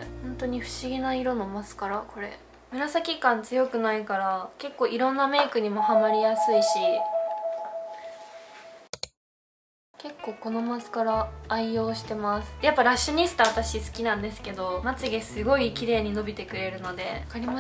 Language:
Japanese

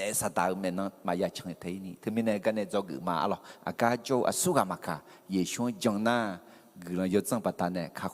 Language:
Akha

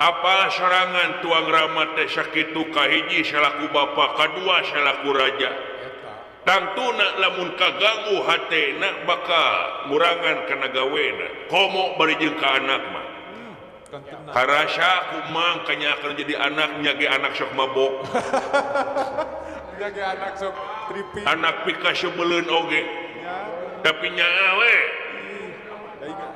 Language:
Sundanese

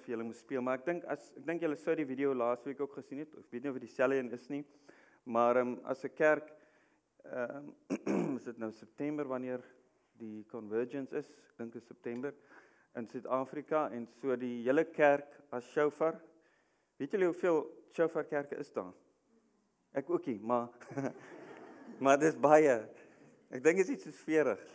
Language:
Afrikaans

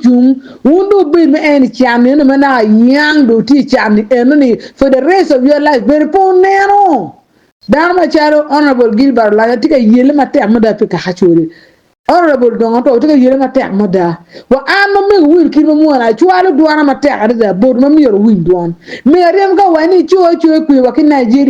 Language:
Acoli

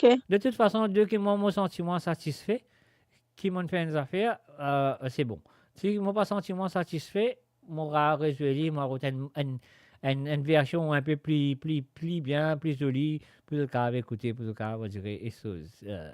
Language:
Morisyen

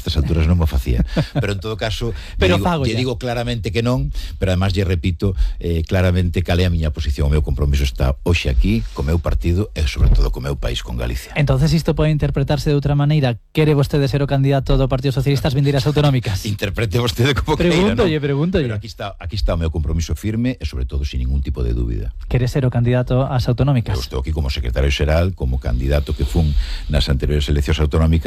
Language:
Galician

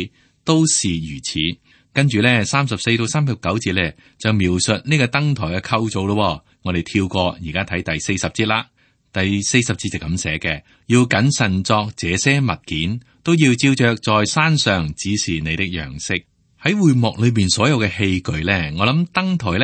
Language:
Cantonese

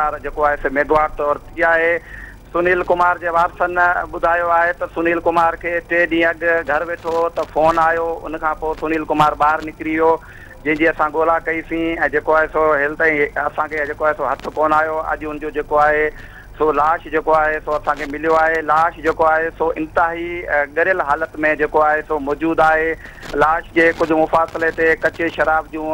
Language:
Sindhi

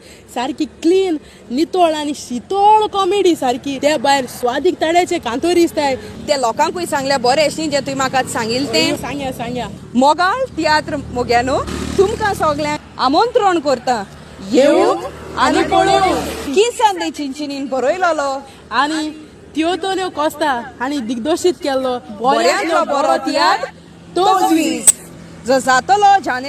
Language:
Konkani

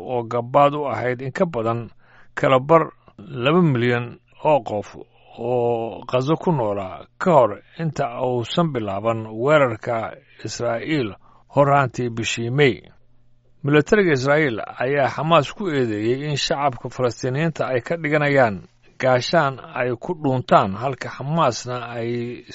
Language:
Somali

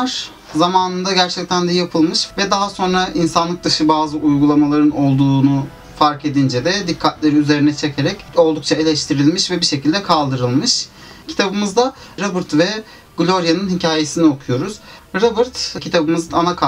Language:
Turkish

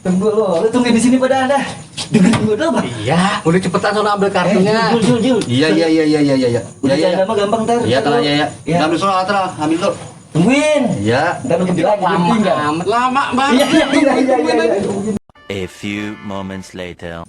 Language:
Betawi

